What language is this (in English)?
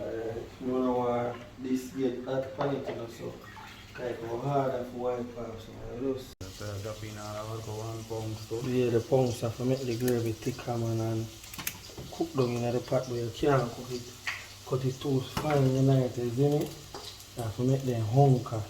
Jamaican Creole English